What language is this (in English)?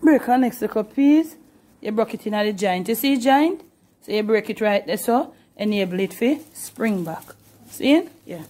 Jamaican Creole English